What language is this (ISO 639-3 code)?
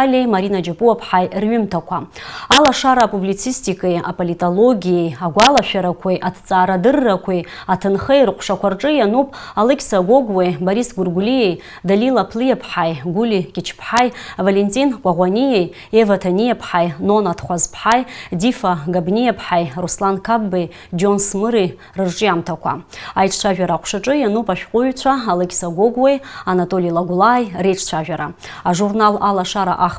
abk